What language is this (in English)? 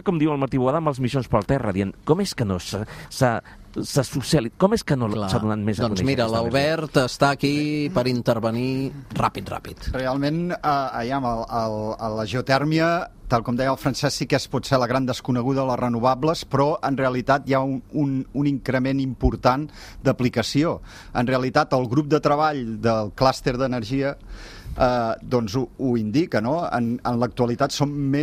Catalan